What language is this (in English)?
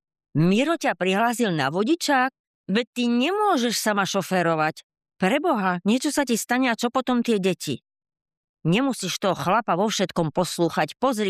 Slovak